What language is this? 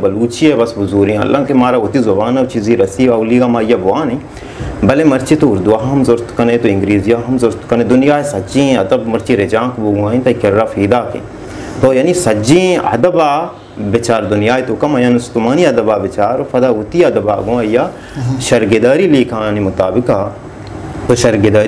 Baluchi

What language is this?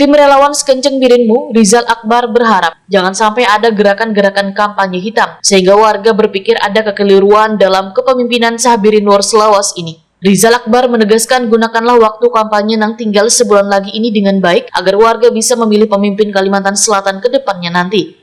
Banjar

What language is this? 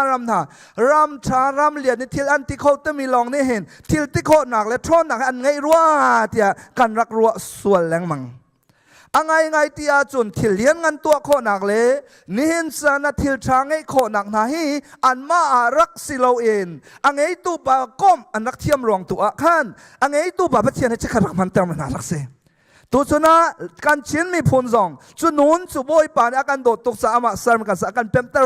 Hakha Chin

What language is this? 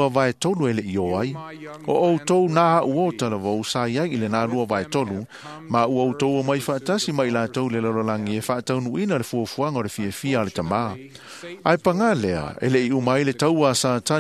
Samoan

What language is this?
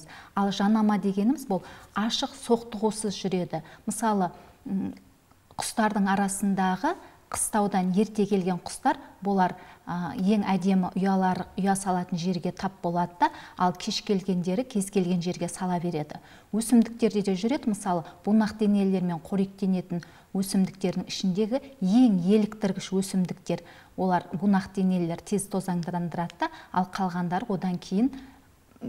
Kazakh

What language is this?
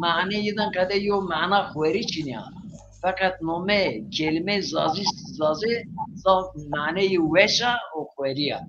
Zaza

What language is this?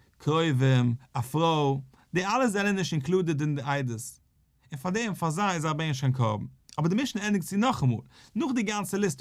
Yiddish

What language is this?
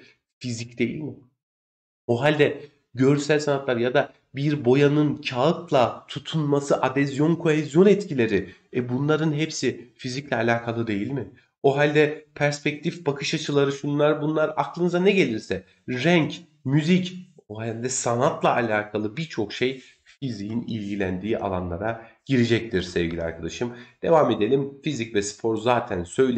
Turkish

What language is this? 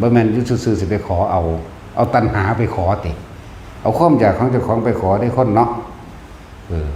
Northeastern Thai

